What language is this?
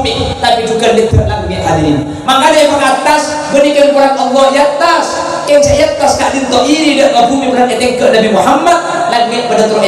Madurese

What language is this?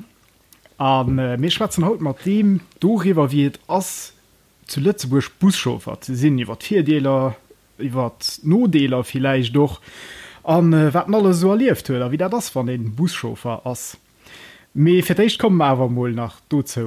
Luxembourgish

